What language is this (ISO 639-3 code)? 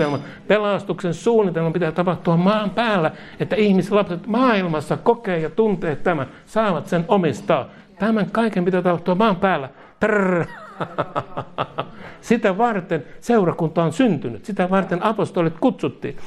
fin